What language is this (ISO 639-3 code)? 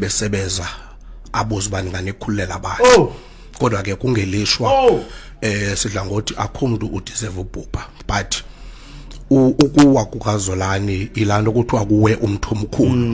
xho